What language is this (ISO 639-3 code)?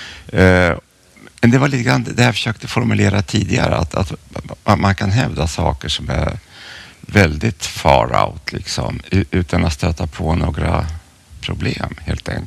swe